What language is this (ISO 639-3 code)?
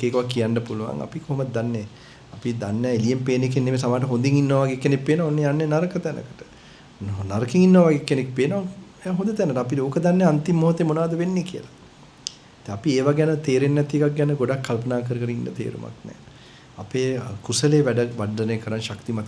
sin